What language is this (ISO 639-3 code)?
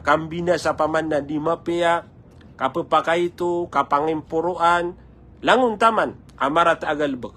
mrw